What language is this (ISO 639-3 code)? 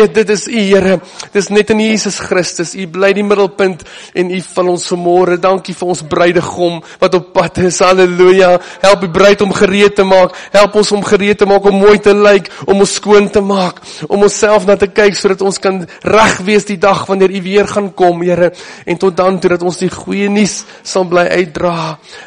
afr